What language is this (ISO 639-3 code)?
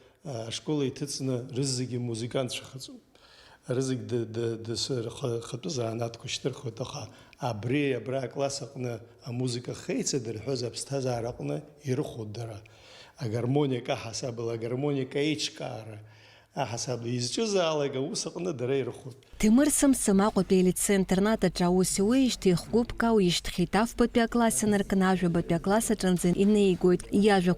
abk